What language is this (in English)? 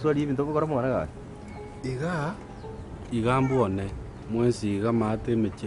Gusii